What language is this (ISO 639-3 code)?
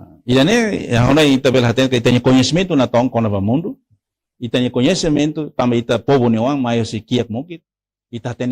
tet